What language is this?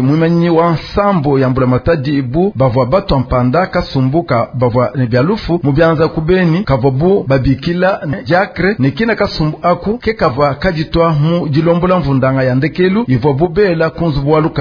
Luba-Lulua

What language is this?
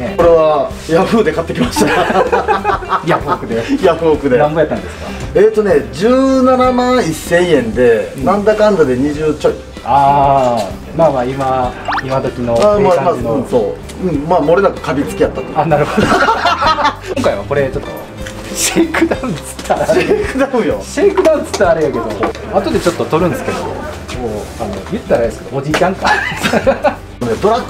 Japanese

